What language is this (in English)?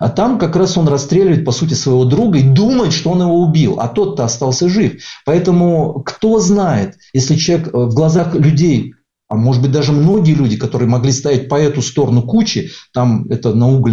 Russian